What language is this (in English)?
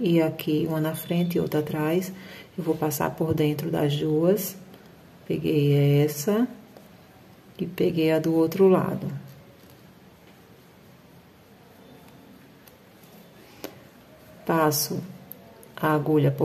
Portuguese